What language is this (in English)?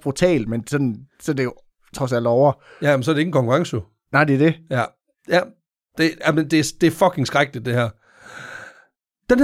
Danish